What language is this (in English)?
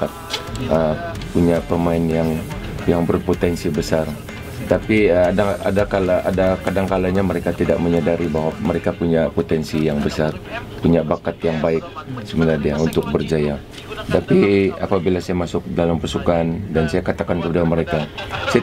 Malay